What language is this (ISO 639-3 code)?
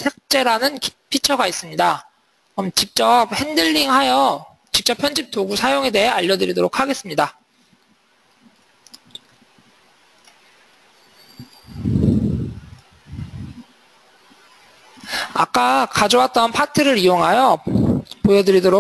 kor